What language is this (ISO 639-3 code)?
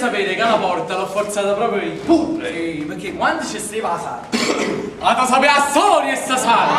nap